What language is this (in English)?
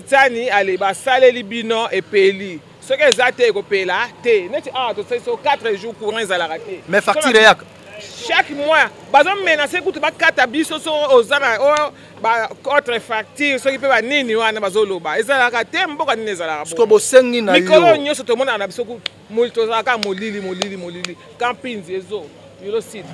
Lingala